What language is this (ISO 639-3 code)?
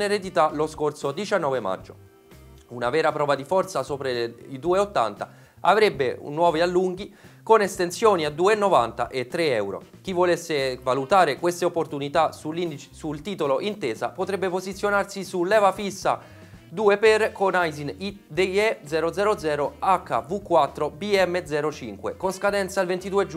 ita